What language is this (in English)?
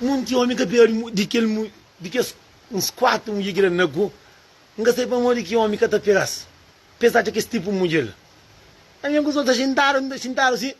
Kabuverdianu